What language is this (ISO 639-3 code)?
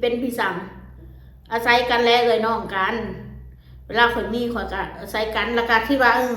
tts